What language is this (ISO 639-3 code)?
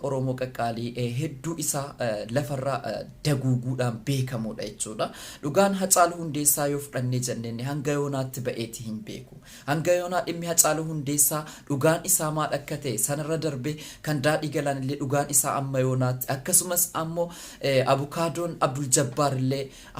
orm